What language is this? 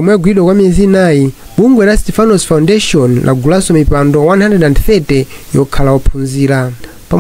Nyanja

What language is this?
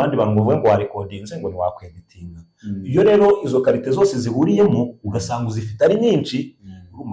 Kinyarwanda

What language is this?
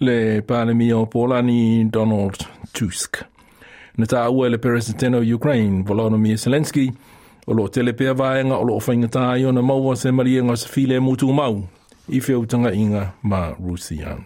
Samoan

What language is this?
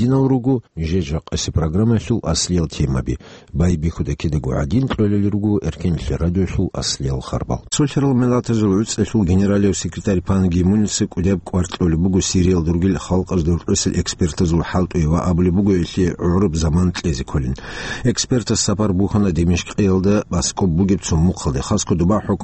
Avaric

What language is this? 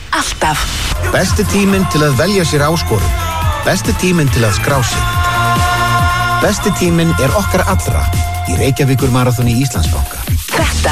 Icelandic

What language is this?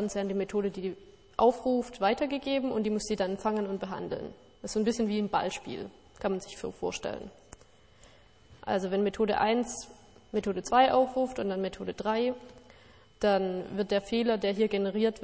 German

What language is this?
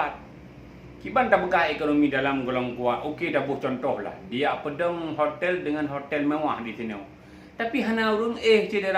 Achinese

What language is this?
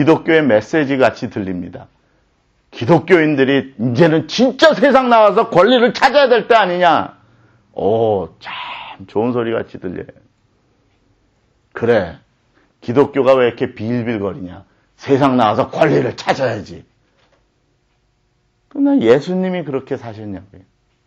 Korean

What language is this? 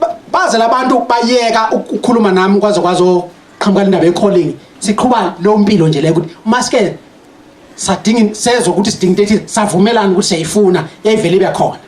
Zulu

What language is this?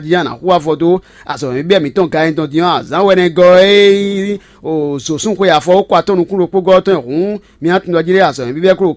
Fon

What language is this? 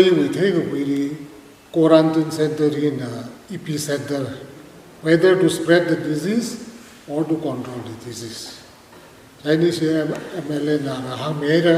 Tangkhul Naga (India)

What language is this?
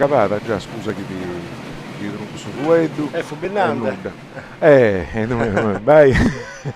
Sardinian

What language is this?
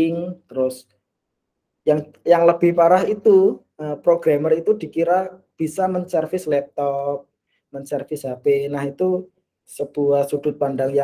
Indonesian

